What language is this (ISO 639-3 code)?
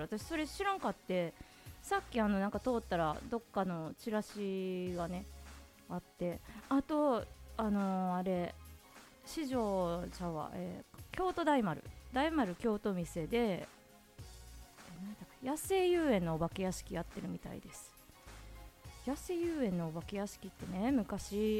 jpn